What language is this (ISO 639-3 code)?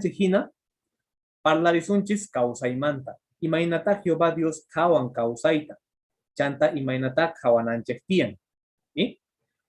que